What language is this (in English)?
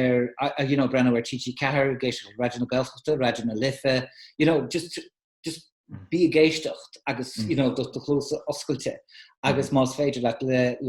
Irish